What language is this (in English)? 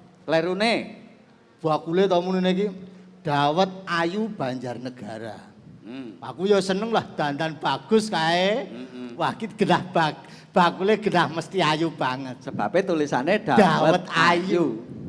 Javanese